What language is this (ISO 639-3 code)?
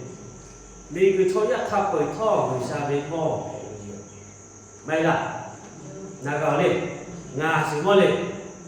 lhu